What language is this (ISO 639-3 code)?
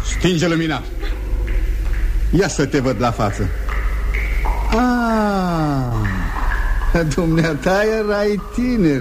ron